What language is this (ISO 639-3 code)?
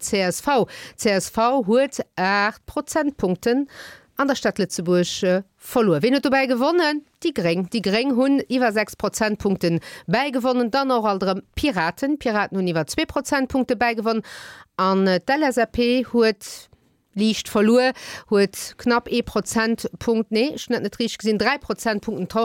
ltz